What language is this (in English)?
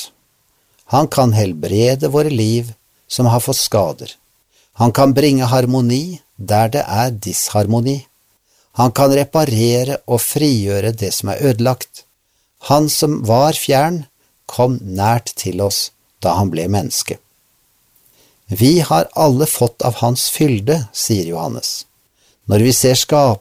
Norwegian